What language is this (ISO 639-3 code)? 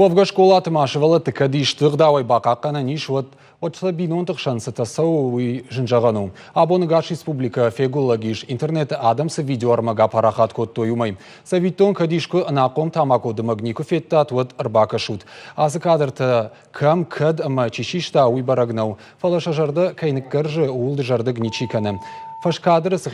oss